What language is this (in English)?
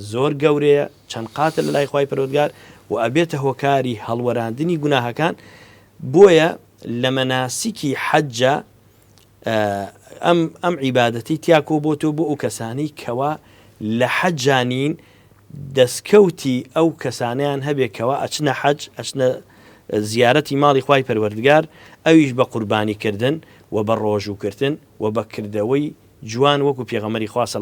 Central Kurdish